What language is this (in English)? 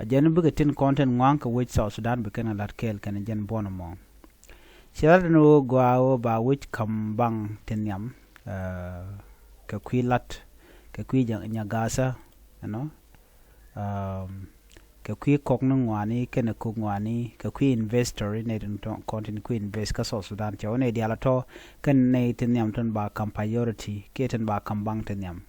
Nuer